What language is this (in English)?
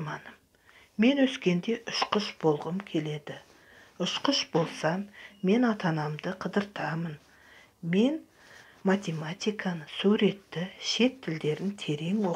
Kazakh